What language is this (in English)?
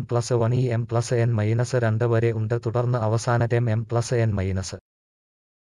Malayalam